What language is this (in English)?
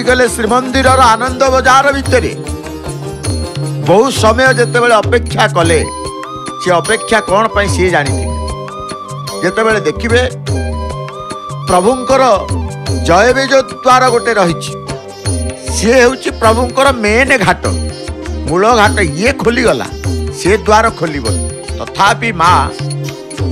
Odia